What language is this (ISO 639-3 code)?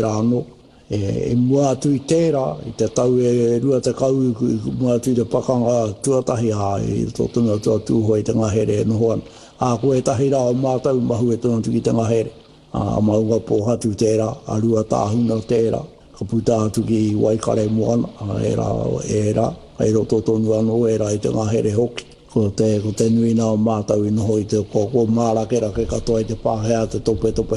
mri